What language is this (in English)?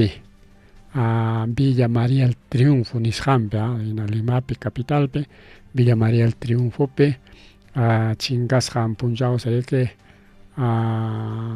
Ayacucho Quechua